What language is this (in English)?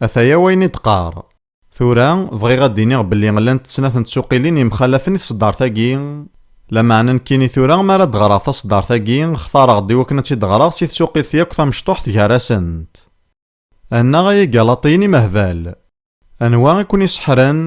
Kabyle